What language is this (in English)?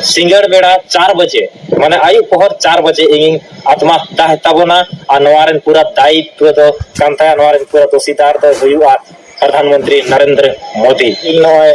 Santali